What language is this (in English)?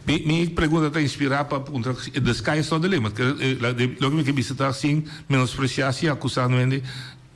Papiamento